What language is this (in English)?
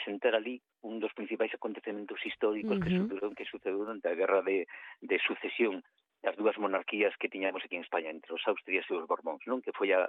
Galician